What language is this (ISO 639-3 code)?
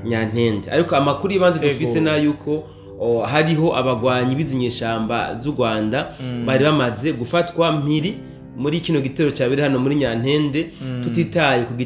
run